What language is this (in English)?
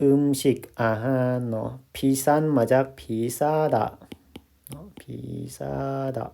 Lao